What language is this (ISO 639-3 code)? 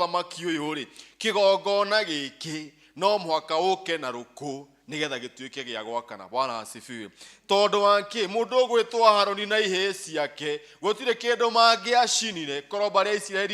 kik